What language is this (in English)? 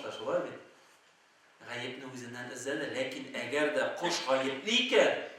Tatar